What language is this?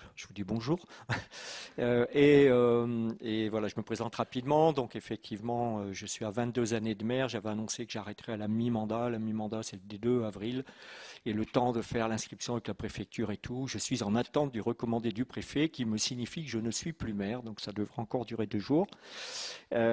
French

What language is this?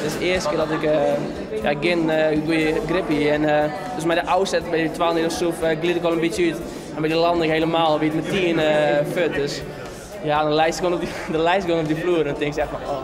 Western Frisian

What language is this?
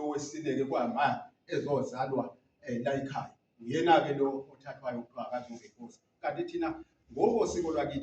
Zulu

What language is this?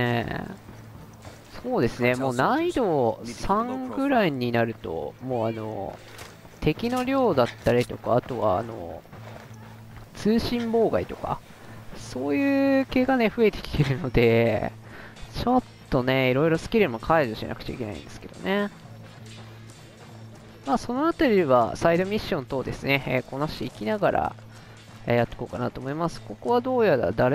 Japanese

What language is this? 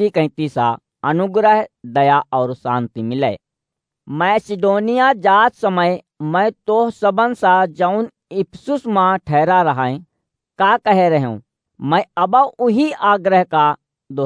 Awadhi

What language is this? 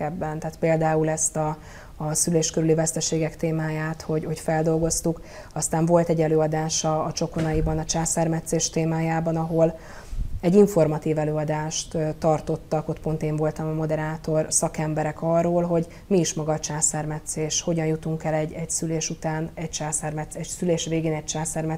Hungarian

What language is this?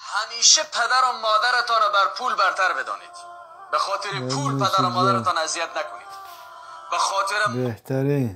Tajik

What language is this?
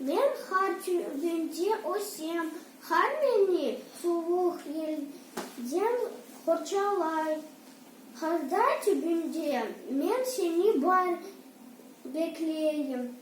Crimean Tatar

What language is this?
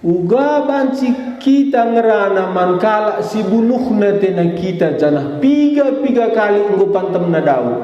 Batak Karo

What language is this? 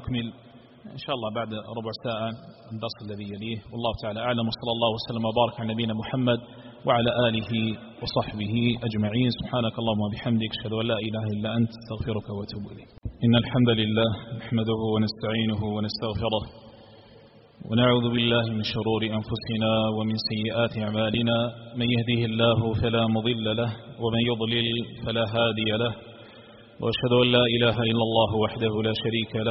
Arabic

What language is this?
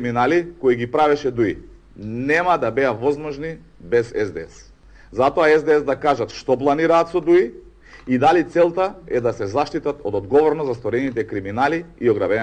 Macedonian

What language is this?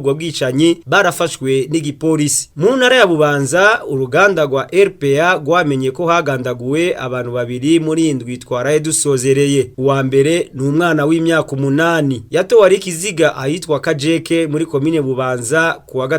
Rundi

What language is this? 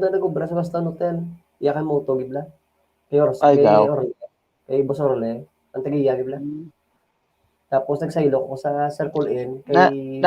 Hiligaynon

